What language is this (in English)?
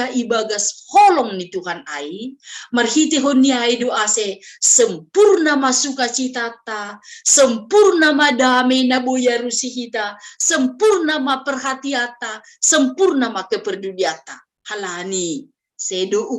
Batak Simalungun